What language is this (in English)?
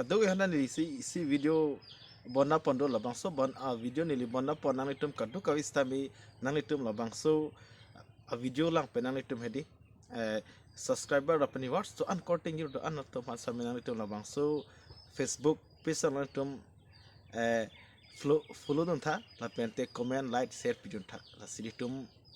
Karbi